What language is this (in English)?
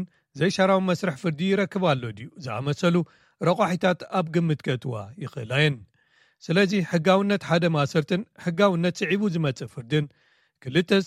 Tigrinya